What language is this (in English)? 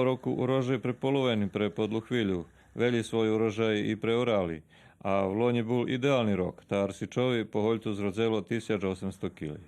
Rusyn